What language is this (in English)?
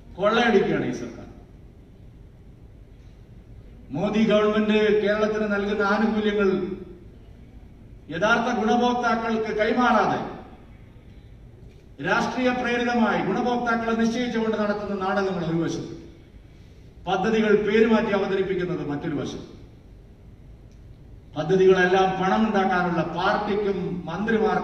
Malayalam